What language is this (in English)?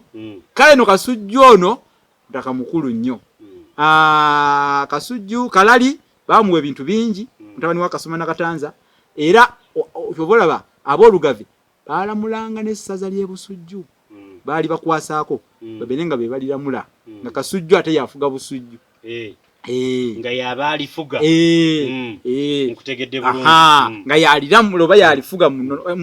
Ganda